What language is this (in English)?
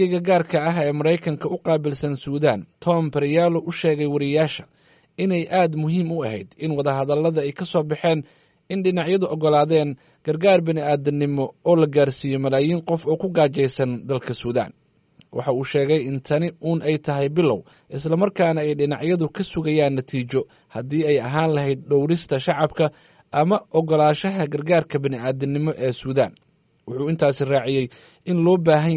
Somali